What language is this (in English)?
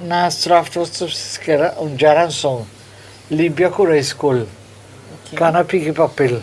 Papiamento